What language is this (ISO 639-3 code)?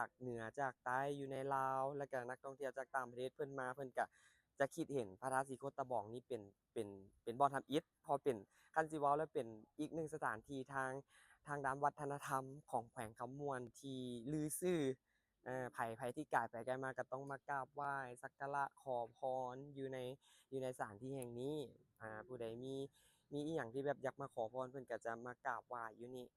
lao